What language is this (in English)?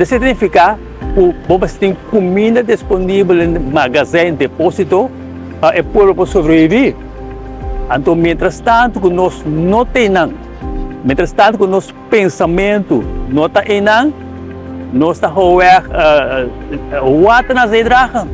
Papiamento